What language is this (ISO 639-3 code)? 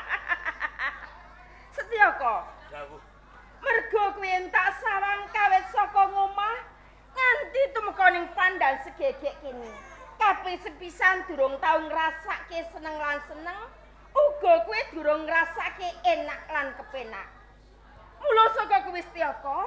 jav